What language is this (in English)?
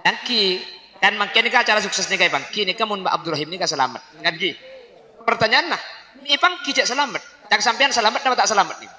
Madurese